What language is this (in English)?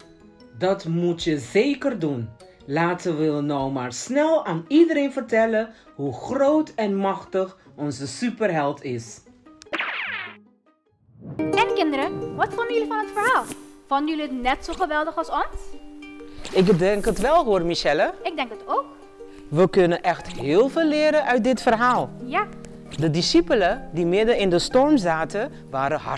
Dutch